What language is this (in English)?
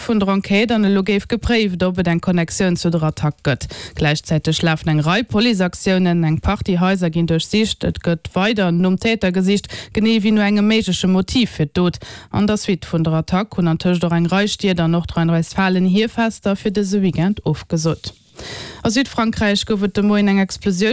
Luxembourgish